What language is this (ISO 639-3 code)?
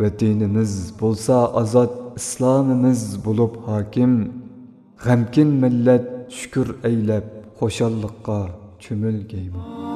uig